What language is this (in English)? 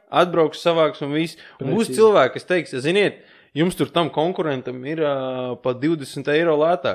Latvian